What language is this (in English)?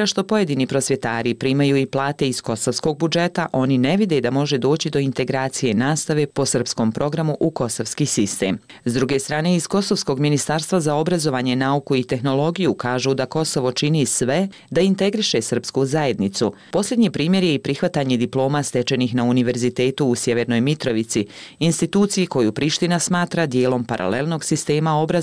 Bosnian